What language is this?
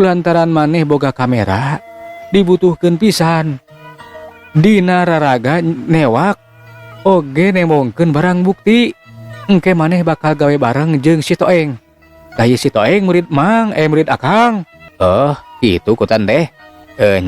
Sundanese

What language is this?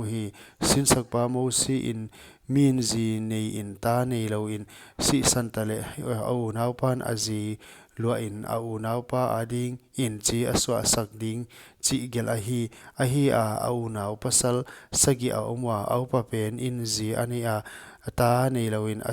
Paite Chin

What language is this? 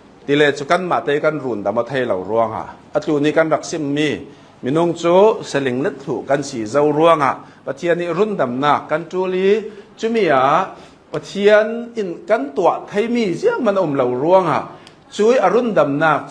Hakha Chin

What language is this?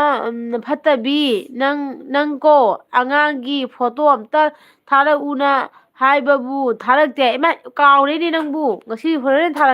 Manipuri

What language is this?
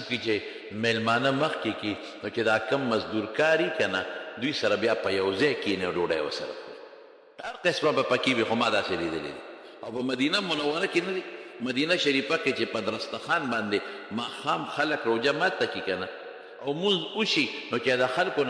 Pashto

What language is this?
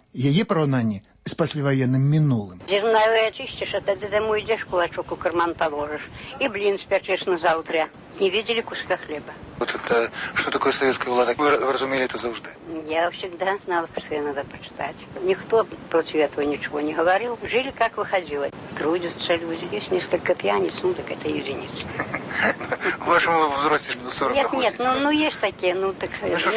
Belarusian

